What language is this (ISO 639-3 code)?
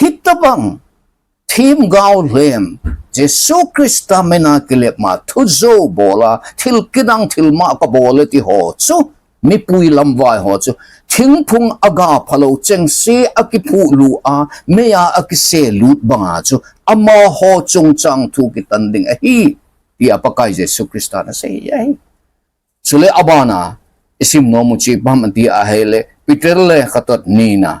tcz